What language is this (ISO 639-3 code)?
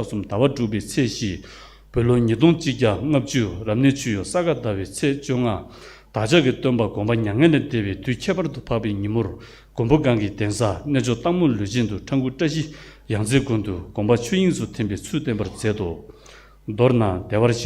bod